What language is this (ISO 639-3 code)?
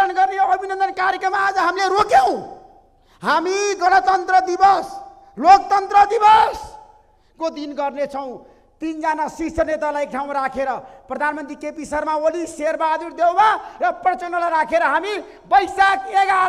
nep